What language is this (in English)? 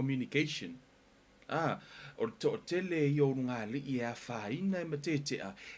Samoan